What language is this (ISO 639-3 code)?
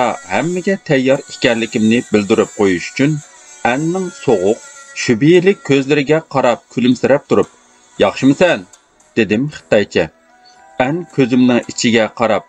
uig